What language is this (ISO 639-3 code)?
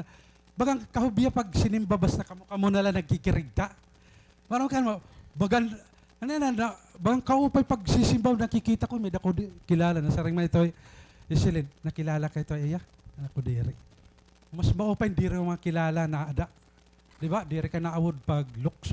war